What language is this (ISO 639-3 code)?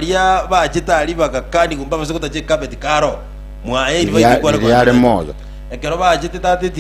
guz